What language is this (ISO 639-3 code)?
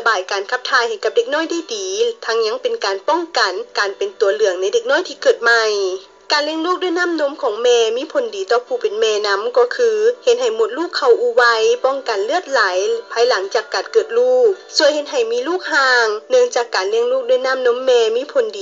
lao